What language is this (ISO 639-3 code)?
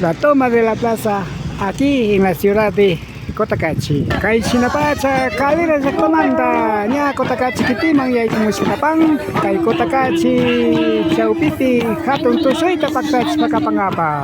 qvi